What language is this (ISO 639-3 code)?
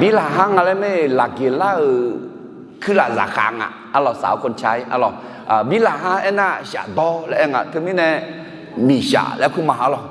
ahk